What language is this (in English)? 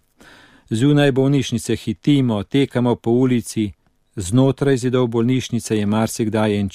Slovenian